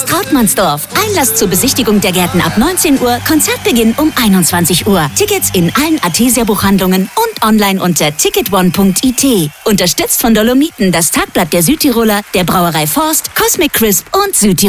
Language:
German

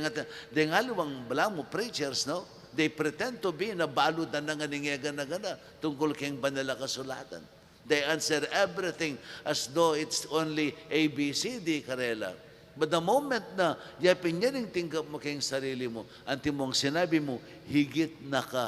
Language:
Pampanga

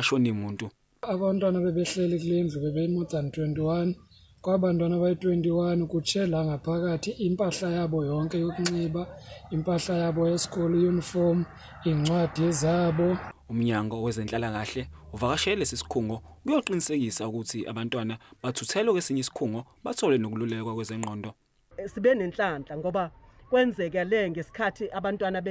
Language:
Zulu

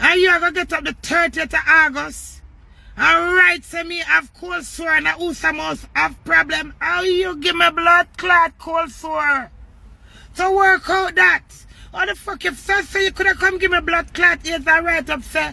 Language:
Jamaican Creole English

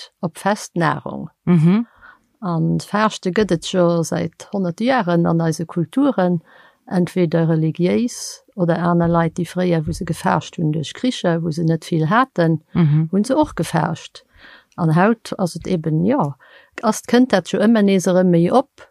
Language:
Luxembourgish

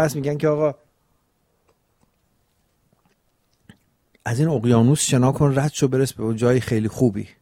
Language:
Persian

